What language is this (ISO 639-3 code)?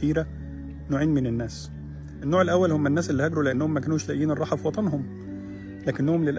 arz